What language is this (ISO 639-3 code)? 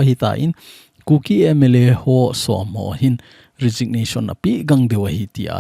tcz